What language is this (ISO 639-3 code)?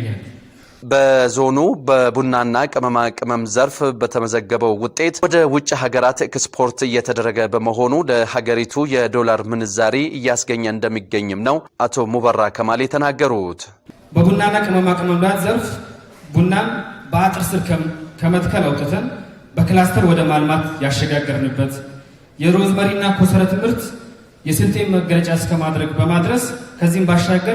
amh